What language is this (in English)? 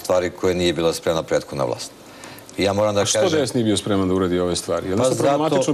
Serbian